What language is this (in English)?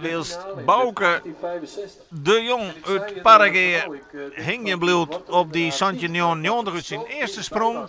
Western Frisian